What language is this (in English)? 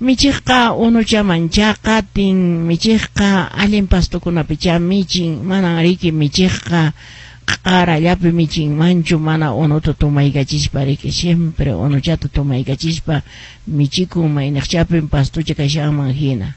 Quechua